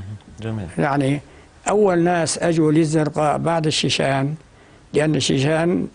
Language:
North Levantine Arabic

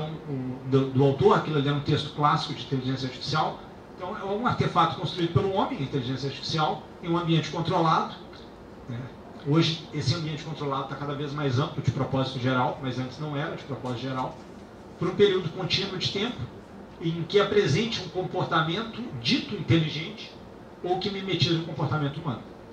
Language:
Portuguese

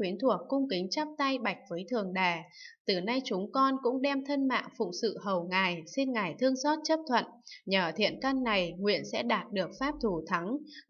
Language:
Vietnamese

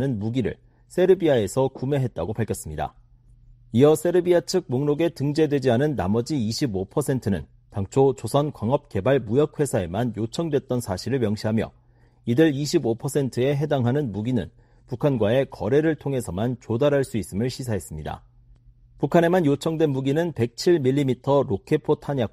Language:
Korean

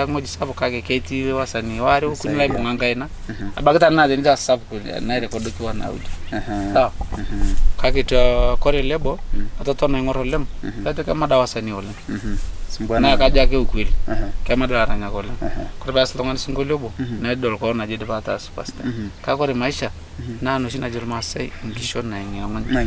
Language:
Masai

